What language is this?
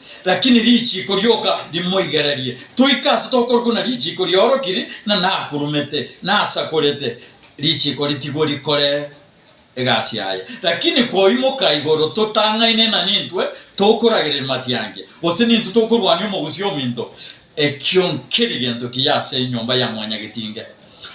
Gusii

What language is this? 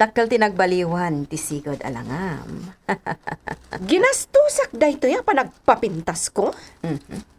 Iloko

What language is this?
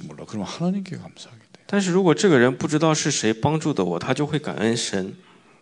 Korean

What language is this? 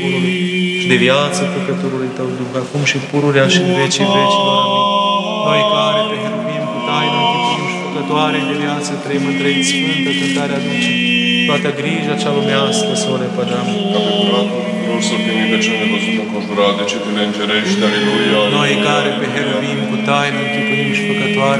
Romanian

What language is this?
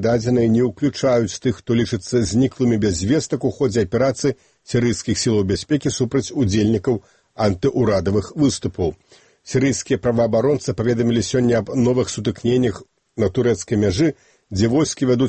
Belarusian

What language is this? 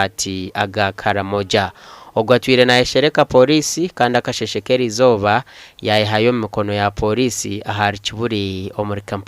Nyankole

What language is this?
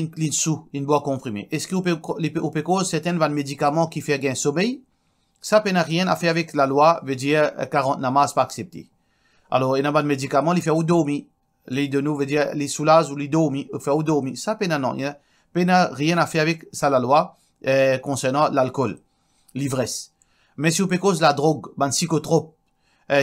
Morisyen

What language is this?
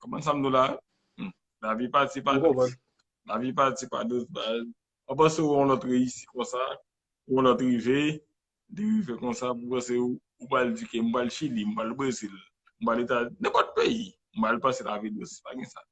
Haitian Creole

